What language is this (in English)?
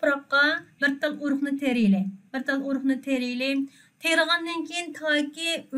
Uyghur